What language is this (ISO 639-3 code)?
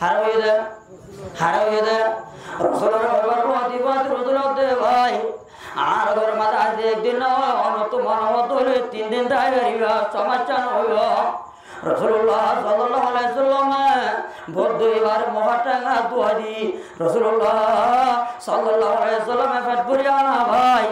rhg